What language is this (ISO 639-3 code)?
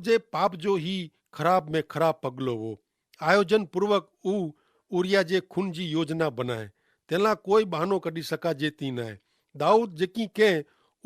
kfr